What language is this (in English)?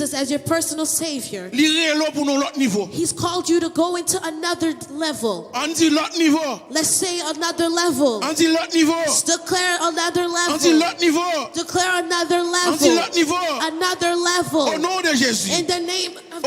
Haitian Creole